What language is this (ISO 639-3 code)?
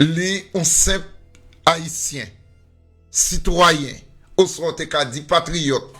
hat